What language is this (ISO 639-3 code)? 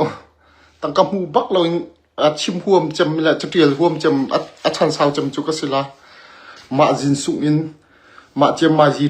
cnh